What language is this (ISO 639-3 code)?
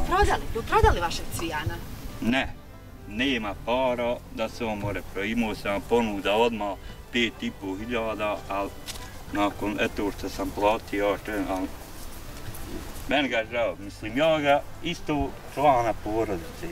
bos